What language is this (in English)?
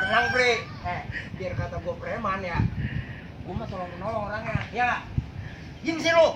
Betawi